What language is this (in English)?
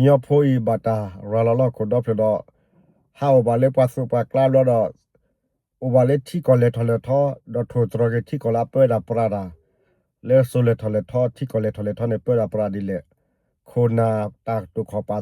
S'gaw Karen